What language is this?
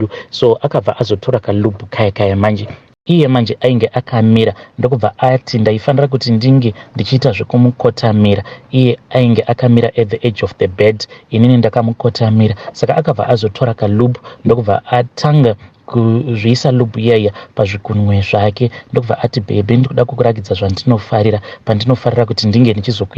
Shona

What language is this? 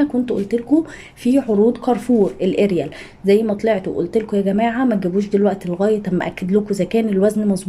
Egyptian Arabic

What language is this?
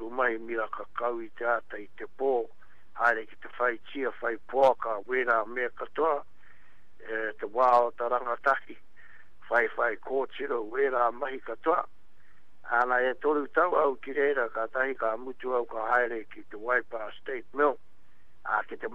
Māori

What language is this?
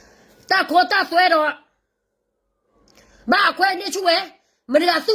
S'gaw Karen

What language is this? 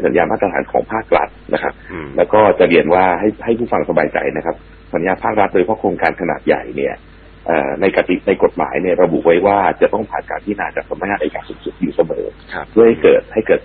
Thai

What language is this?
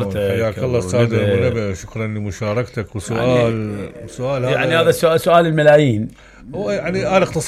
Mesopotamian Arabic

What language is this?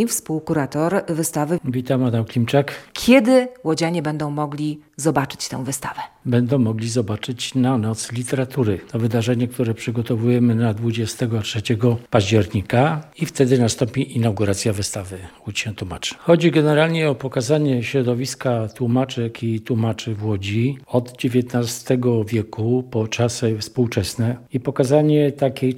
Polish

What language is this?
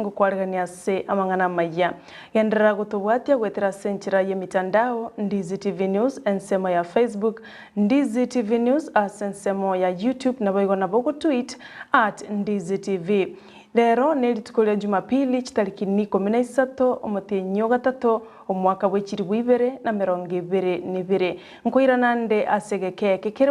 Gusii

